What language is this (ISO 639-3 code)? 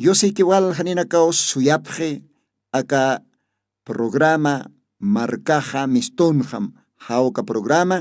aym